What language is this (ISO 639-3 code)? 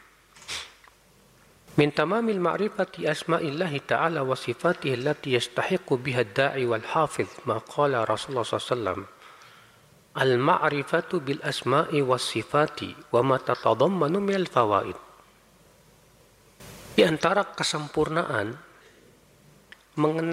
ind